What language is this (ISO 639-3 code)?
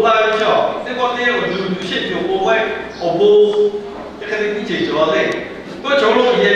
lhu